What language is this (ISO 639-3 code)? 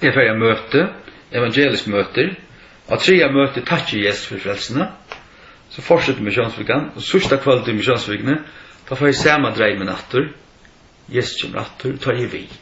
fao